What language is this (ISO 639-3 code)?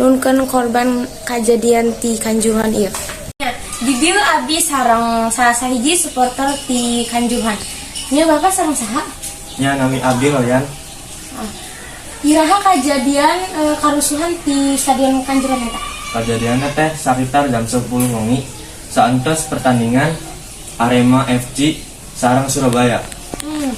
sun